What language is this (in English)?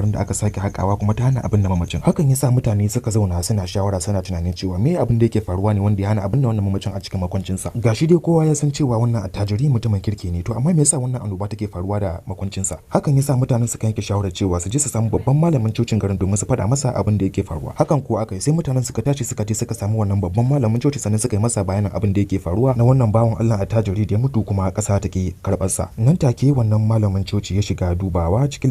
Hausa